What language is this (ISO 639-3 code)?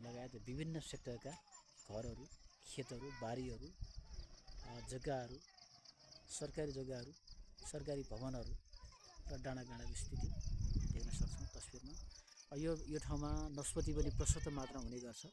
nep